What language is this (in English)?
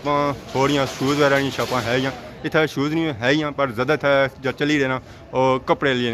Pahari-Potwari